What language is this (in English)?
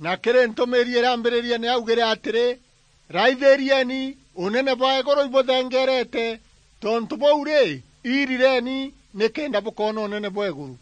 Meru